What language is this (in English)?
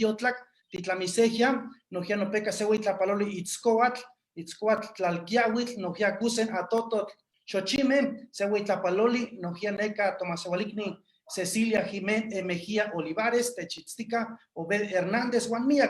Eastern Huasteca Nahuatl